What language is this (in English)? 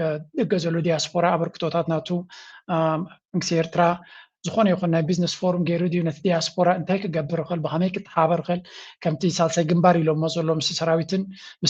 Tigrinya